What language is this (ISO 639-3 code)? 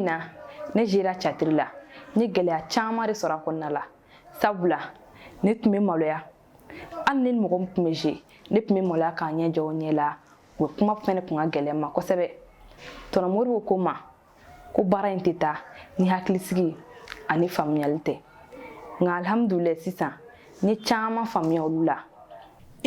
bam